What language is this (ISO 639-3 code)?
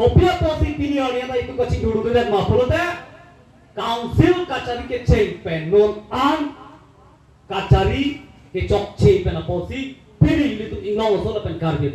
mjw